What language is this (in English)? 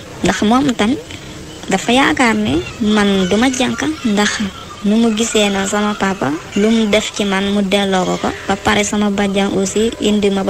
Wolof